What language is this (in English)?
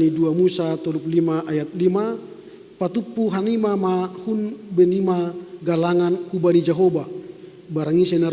Batak Simalungun